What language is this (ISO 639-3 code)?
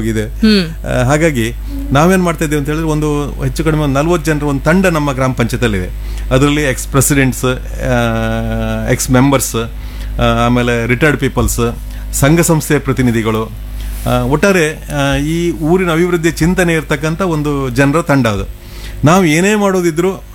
kan